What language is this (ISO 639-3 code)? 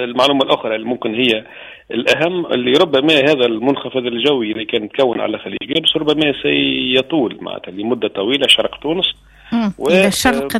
aeb